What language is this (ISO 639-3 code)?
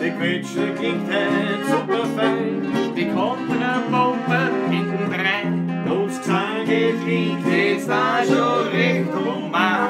bar